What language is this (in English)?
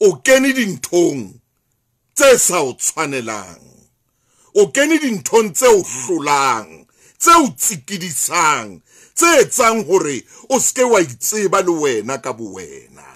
Southern Sotho